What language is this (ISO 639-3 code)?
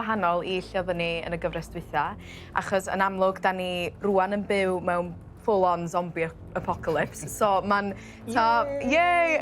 cym